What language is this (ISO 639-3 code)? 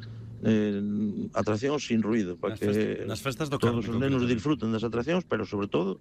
glg